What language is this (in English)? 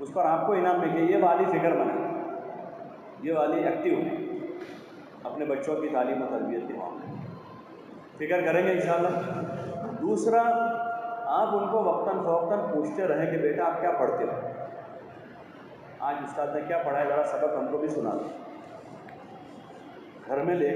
Urdu